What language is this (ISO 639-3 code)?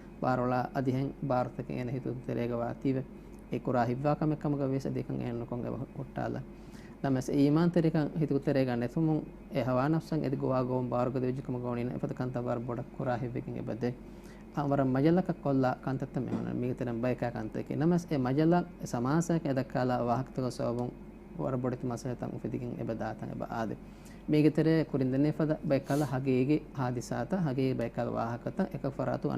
div